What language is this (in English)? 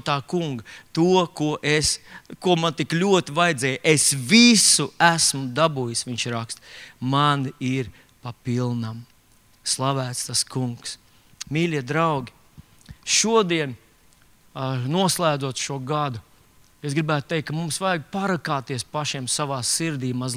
Latvian